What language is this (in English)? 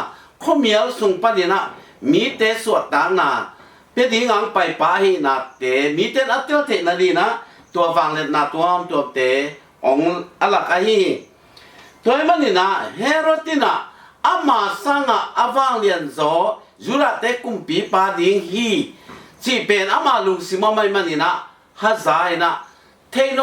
Tedim Chin